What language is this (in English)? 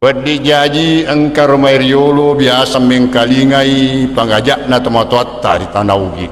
Buginese